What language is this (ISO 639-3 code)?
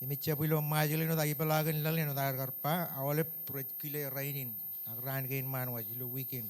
mah